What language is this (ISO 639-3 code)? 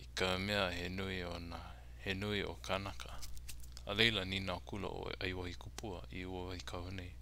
haw